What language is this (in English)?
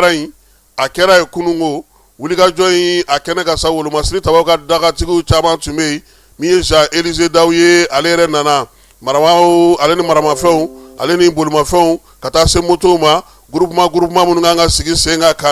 Bambara